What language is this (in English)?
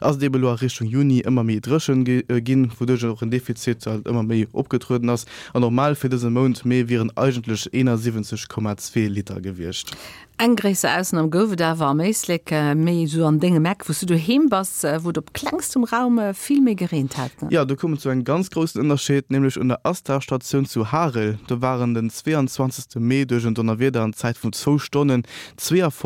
Luxembourgish